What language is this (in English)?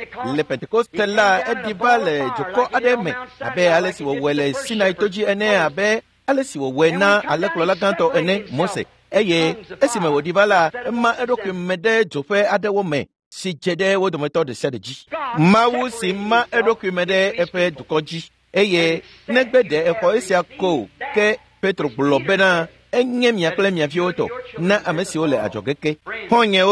Ewe